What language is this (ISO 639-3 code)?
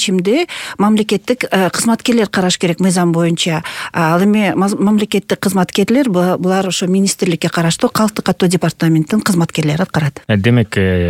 kir